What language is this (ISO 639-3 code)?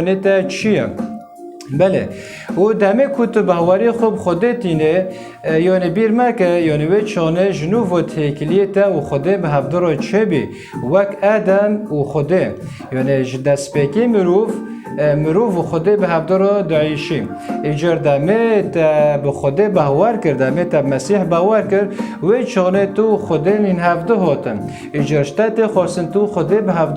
kur